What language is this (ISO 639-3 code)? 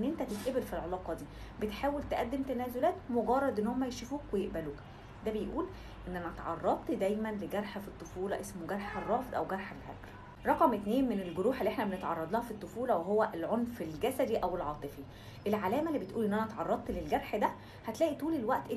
arz